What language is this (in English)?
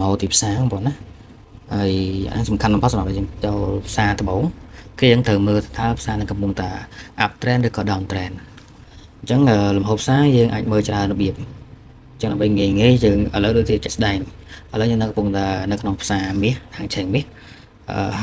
Khmer